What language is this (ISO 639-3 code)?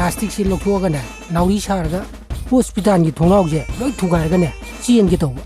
mni